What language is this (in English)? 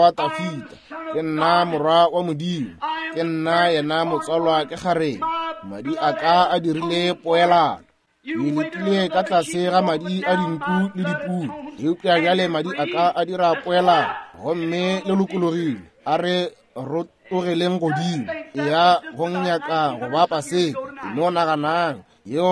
Northern Sotho